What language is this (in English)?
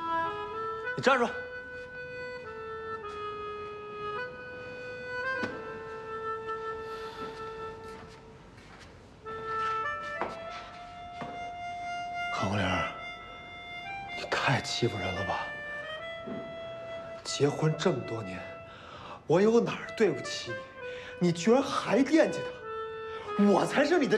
Chinese